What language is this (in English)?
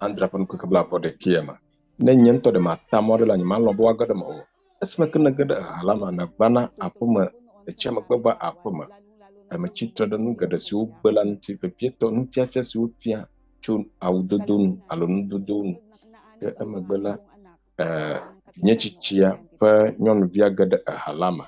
Ewe